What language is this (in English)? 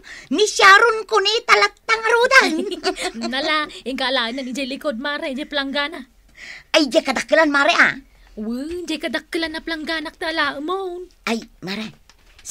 Iloko